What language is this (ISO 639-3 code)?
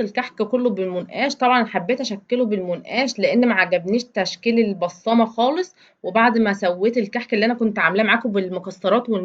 arz